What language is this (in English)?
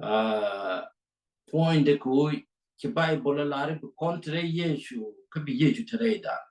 Nuer